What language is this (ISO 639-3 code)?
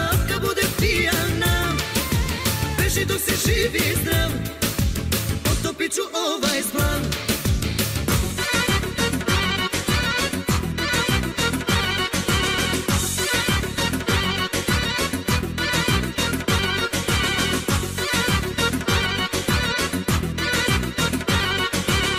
srp